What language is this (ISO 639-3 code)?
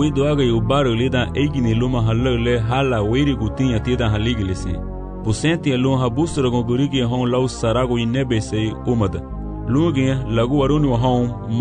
cab